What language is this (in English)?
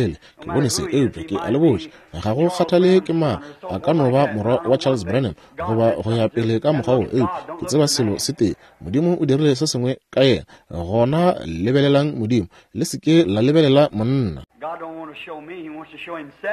Northern Sotho